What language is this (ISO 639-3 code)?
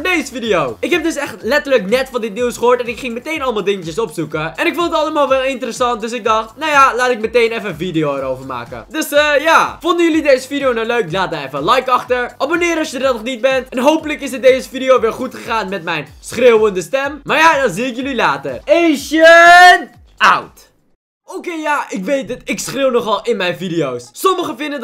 nld